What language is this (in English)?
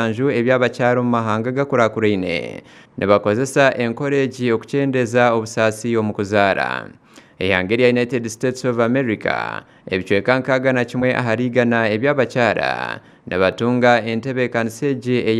Nyankole